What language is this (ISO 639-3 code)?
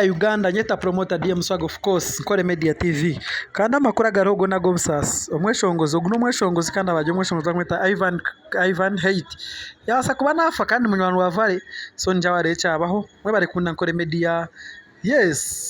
nyn